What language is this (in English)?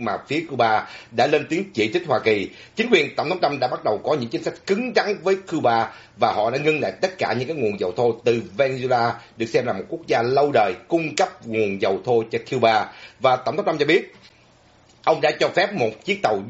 Vietnamese